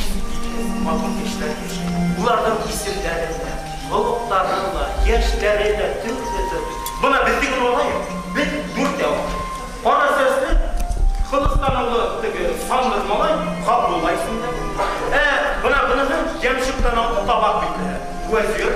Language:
Bashkir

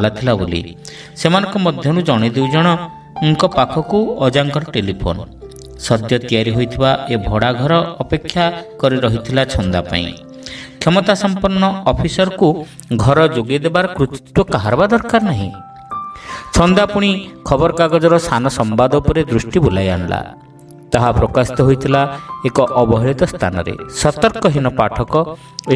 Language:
Odia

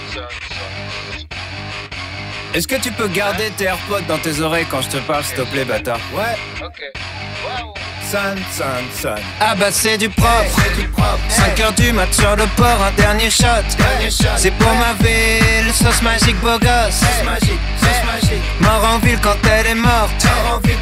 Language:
French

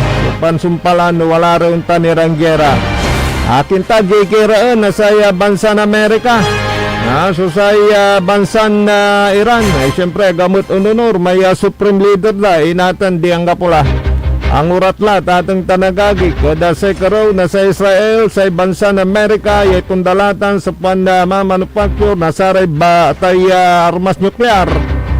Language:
Pangasinan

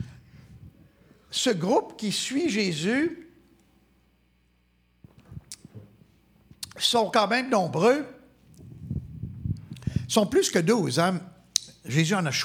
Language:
French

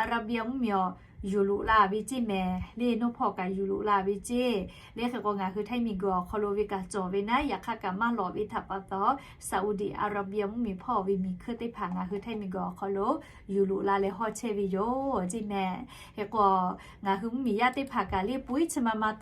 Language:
Lahu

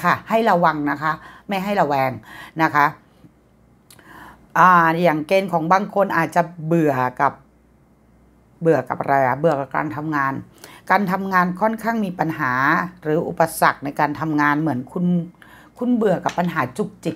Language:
Thai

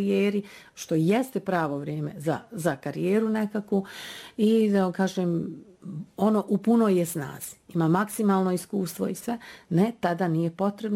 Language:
Bosnian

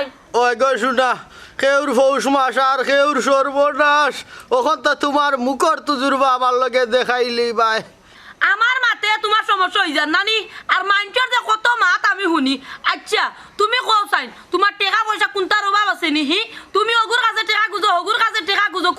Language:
Sylheti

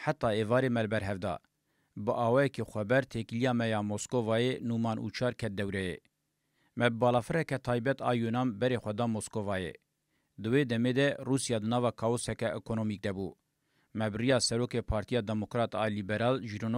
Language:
Kurdish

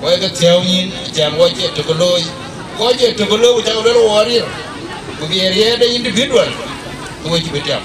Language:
Dinka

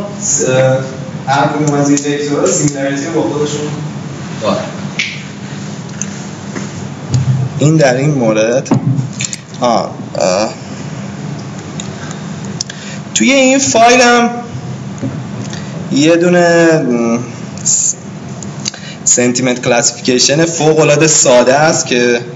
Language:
Persian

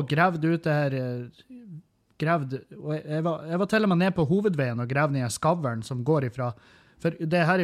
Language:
Norwegian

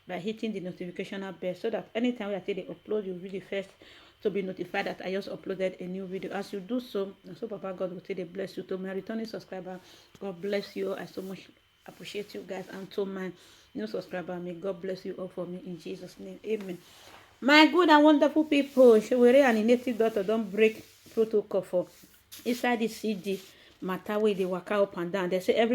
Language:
Nigerian Pidgin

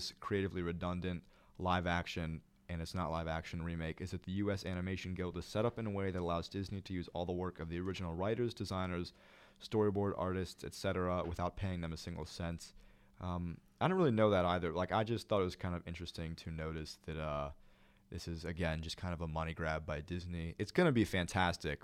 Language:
English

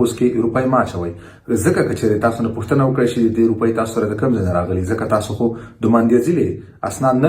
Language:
Pashto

